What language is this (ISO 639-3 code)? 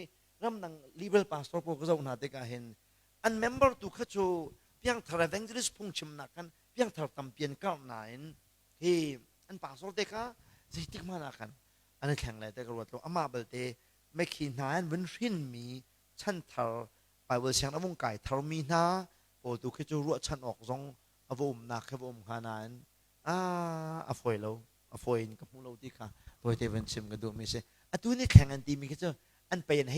cnh